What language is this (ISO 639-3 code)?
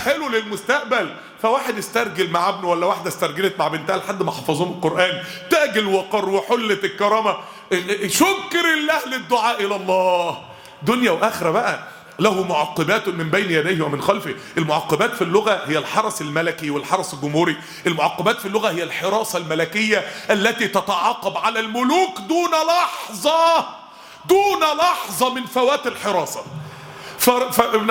arz